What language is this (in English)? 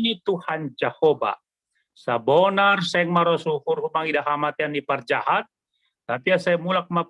Batak Simalungun